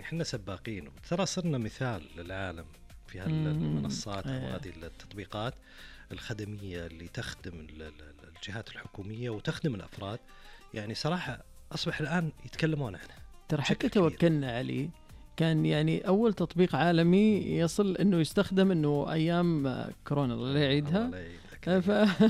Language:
Najdi Arabic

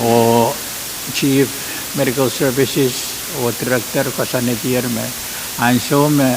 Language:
Pohnpeian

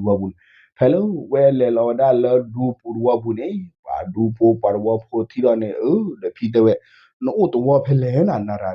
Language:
S'gaw Karen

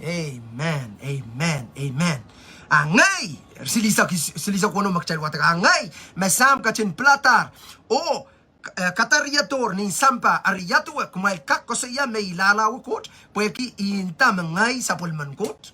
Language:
Pohnpeian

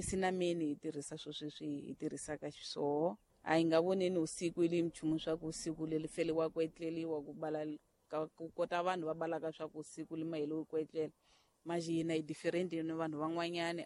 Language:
Tsonga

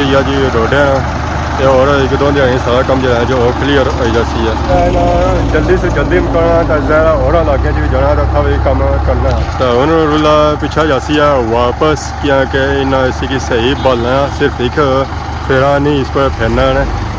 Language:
Pahari-Potwari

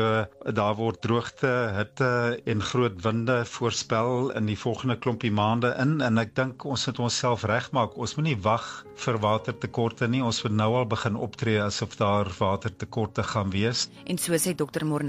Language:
Afrikaans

